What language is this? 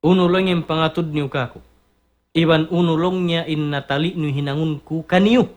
Tausug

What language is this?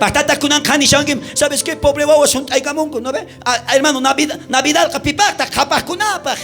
South Bolivian Quechua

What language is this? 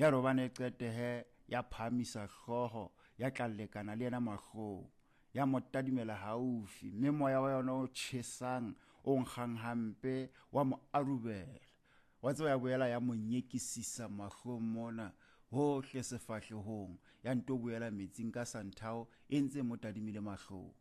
Southern Sotho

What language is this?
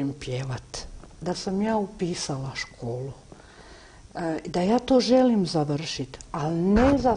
Croatian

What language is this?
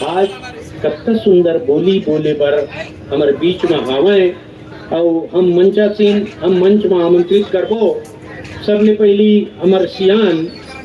Chhattisgarhi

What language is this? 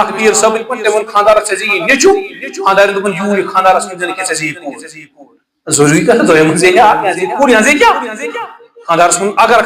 Kashmiri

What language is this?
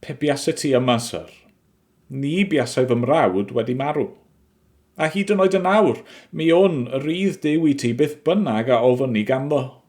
Welsh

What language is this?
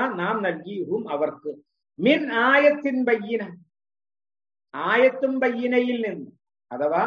Malayalam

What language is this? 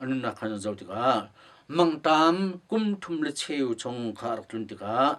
Hakha Chin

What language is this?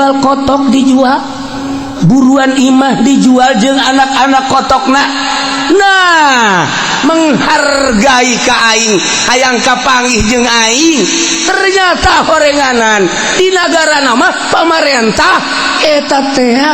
Sundanese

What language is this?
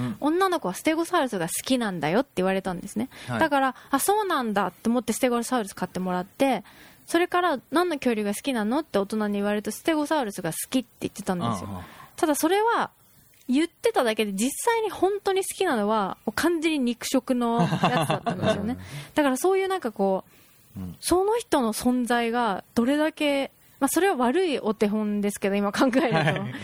Japanese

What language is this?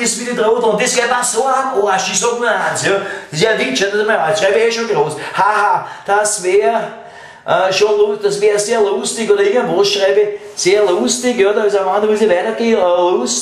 Bavarian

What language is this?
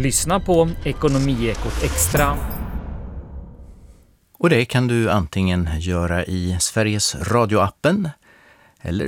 Swedish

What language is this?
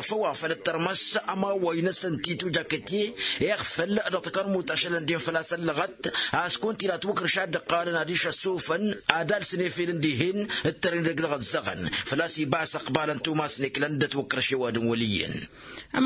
Tamasheq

